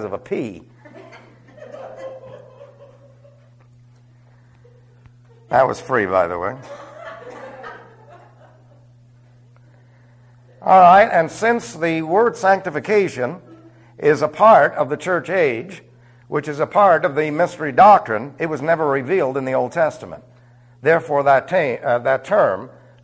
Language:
English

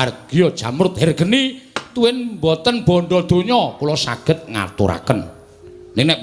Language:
Javanese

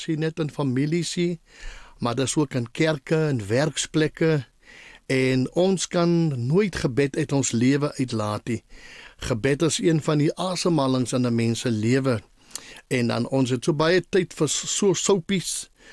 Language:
Afrikaans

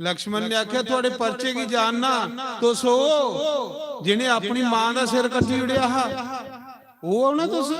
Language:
Dogri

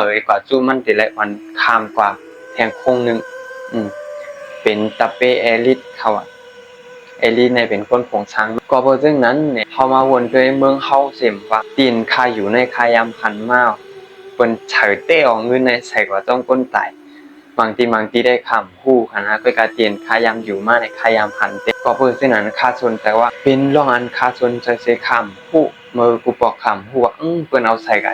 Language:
Shan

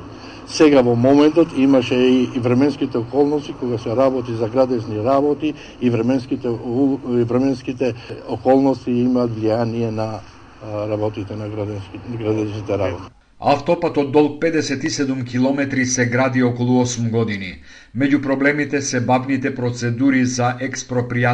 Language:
Macedonian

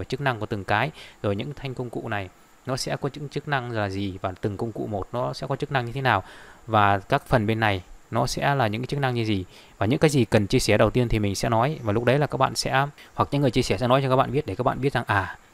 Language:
Vietnamese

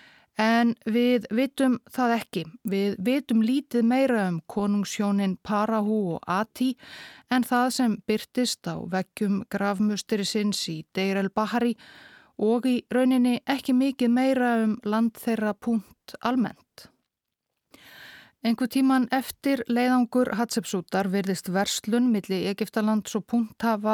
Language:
Icelandic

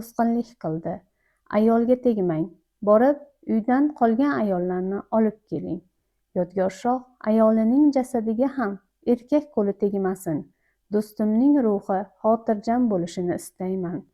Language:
Uzbek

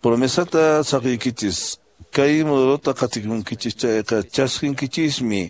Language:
Quechua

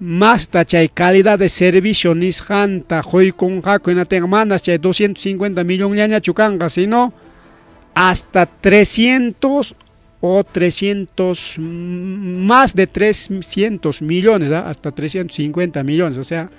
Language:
Ayacucho Quechua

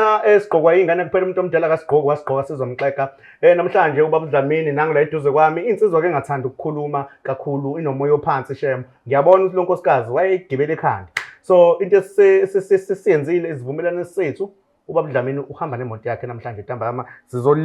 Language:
Zulu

